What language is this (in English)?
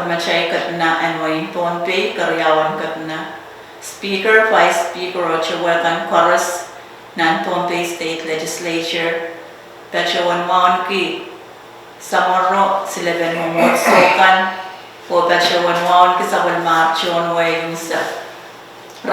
Pohnpeian